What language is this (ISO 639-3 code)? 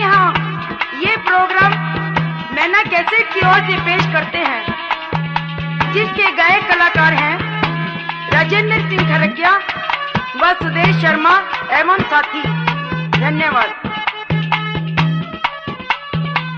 hin